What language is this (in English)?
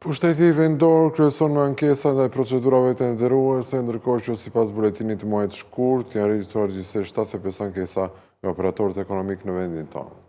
Albanian